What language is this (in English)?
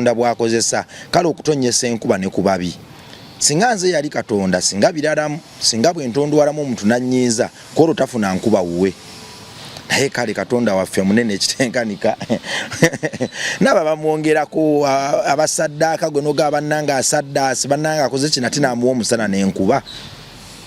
Ganda